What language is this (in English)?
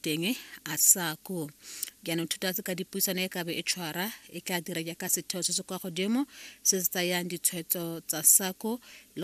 Tswana